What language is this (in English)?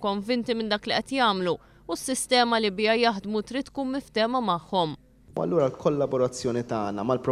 Maltese